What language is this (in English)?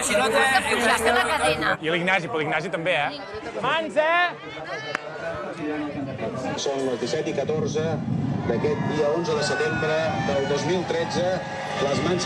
Catalan